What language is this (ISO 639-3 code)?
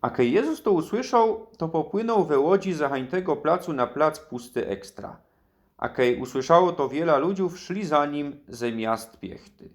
szl